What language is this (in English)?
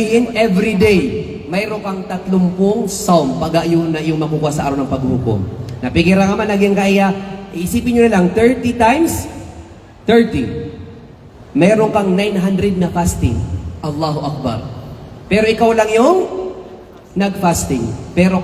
Maranao